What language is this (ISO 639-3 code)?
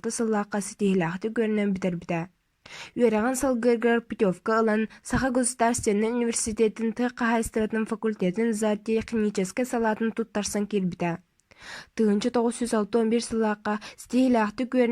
sah